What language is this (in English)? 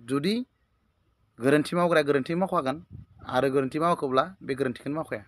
Bodo